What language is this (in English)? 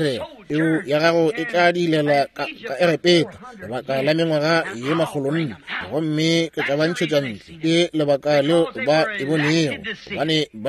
Northern Sotho